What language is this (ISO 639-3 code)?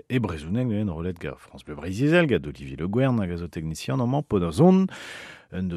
bre